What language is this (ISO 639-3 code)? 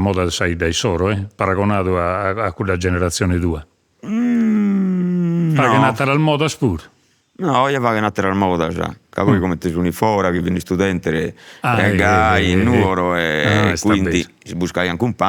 srd